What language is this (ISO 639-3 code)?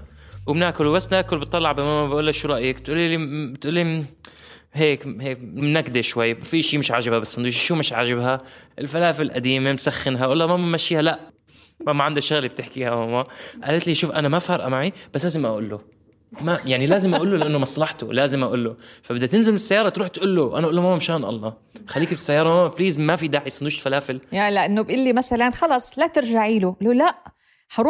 apc